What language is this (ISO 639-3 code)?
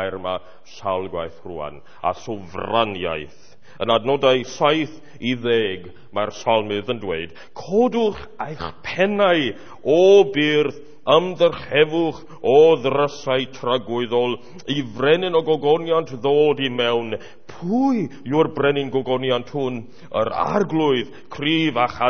cym